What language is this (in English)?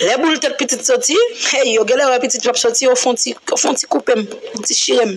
Haitian Creole